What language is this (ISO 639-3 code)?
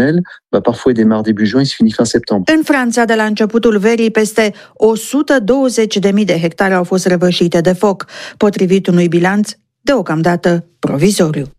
ron